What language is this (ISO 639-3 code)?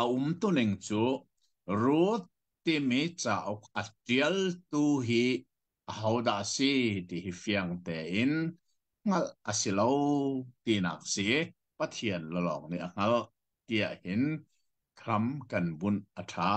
cnh